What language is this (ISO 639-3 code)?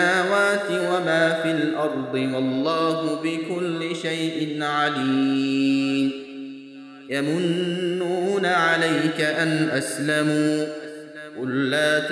ara